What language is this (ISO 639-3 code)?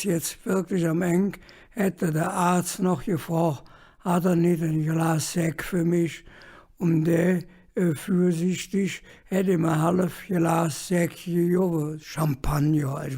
ksh